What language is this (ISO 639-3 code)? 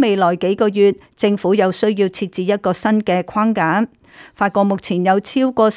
yue